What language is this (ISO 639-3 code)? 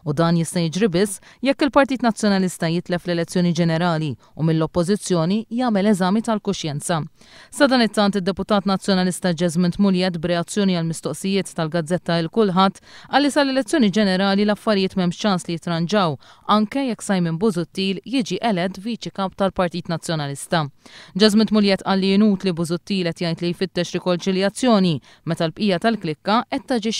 mlt